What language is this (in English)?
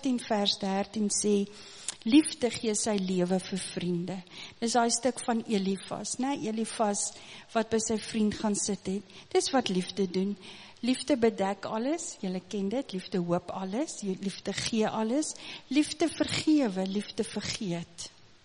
Afrikaans